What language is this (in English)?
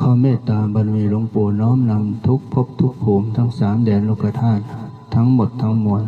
Pali